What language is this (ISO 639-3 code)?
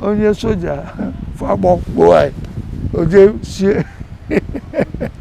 ibo